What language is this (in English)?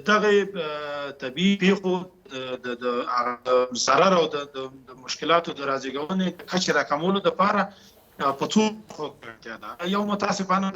Pashto